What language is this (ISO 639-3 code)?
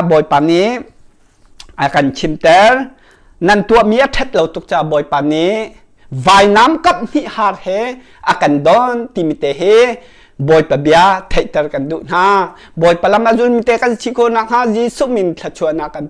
cnh